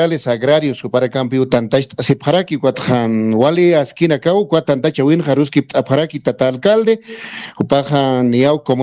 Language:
Aymara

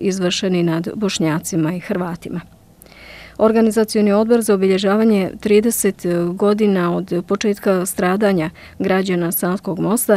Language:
Bosnian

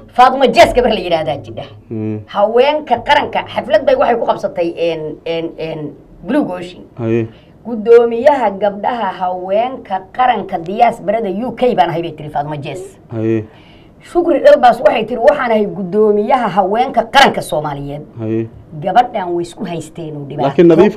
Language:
Somali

